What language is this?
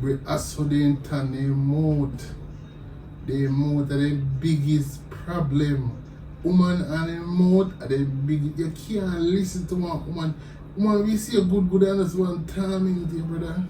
Jamaican Creole English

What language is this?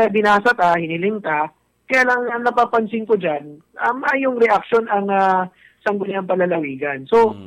Bikol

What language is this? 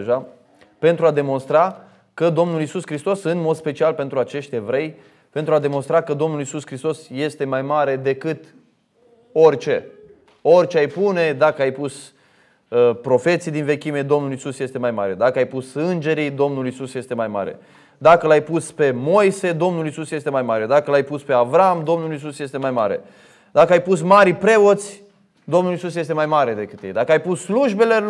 Romanian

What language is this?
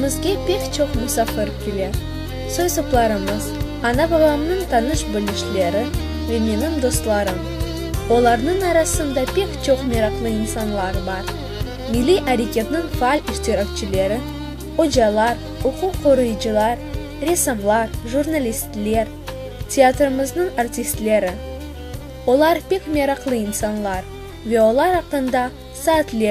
Crimean Tatar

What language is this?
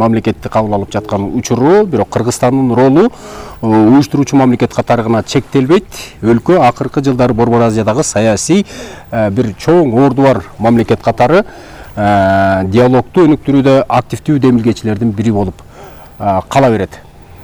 Kyrgyz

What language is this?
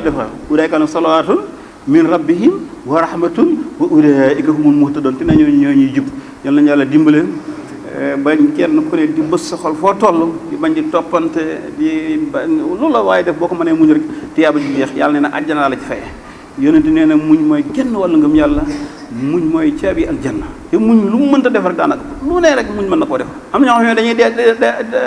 Wolof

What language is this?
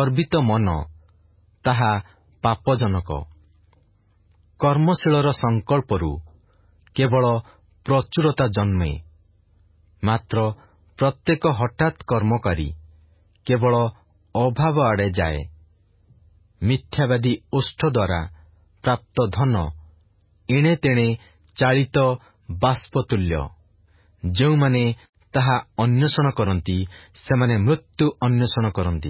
Odia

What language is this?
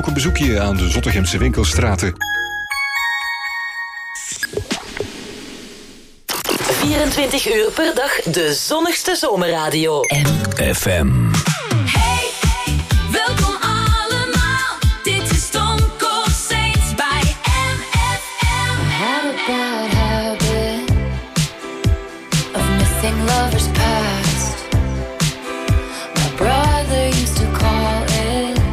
Dutch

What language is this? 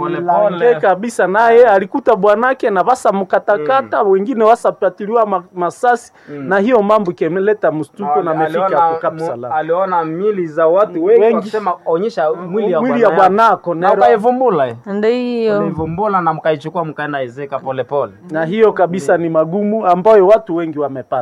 Swahili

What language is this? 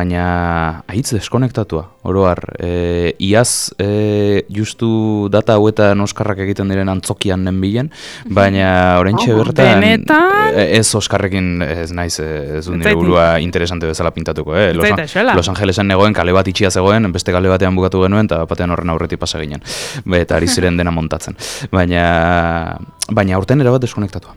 Basque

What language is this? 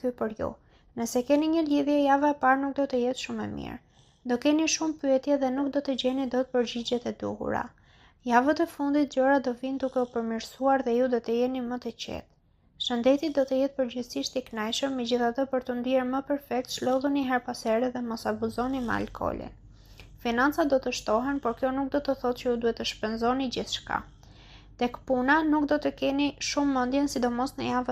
Albanian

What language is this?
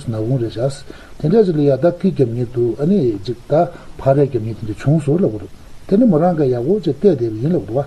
Tibetan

